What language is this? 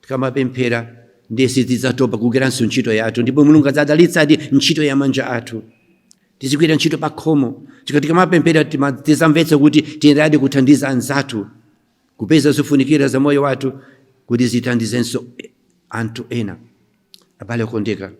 Nyanja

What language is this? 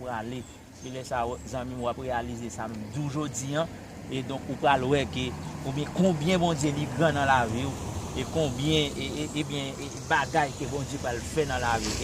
Haitian Creole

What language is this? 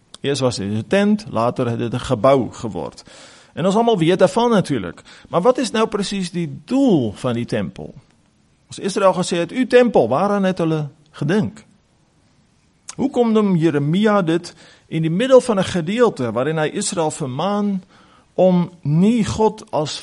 Afrikaans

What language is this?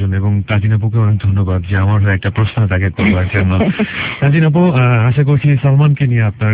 Bangla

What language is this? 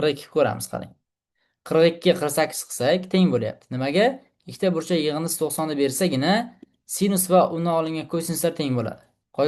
Uzbek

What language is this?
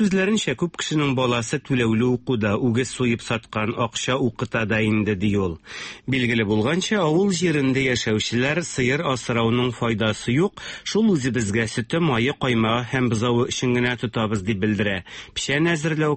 Tatar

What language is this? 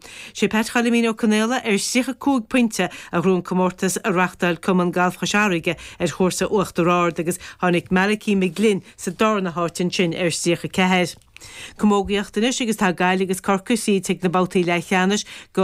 Irish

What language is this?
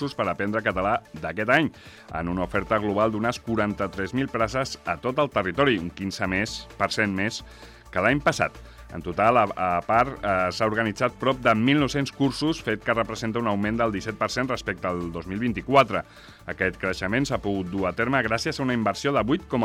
Catalan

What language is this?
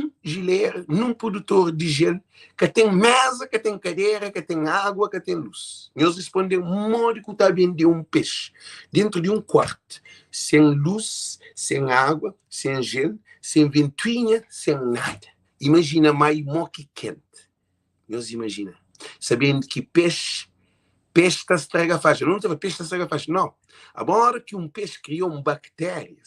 Kabuverdianu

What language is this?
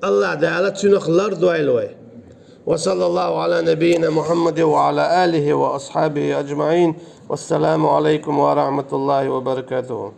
Chechen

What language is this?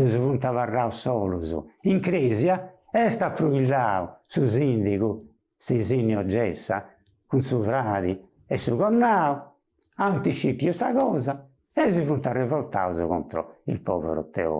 Sardinian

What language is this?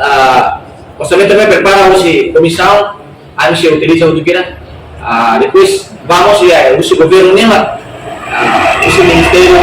Tetum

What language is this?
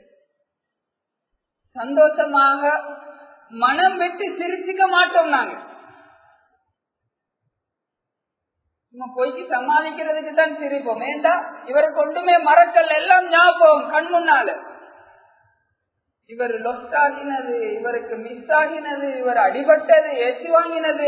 Tamil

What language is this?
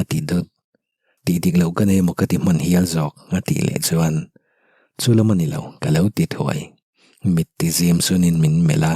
Mizo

